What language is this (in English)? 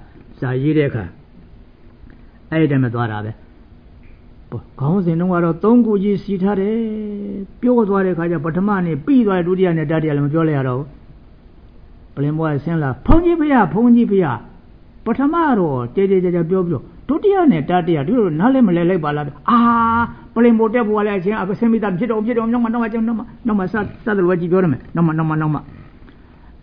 Burmese